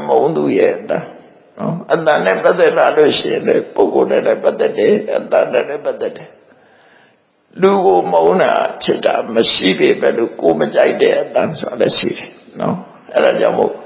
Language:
Burmese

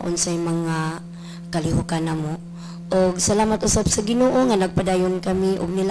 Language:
Cebuano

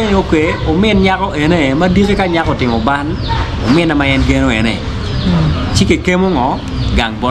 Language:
Acoli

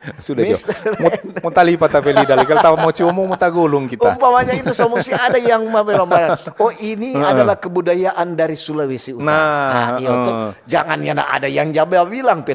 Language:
Manado Malay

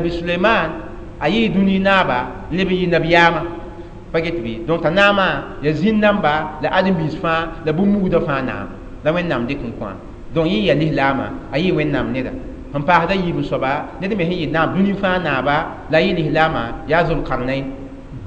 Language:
Mossi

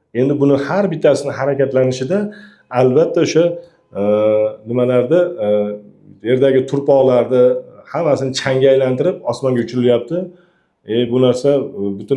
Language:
Uzbek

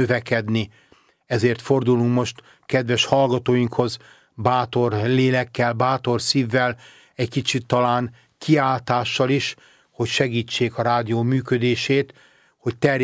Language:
Hungarian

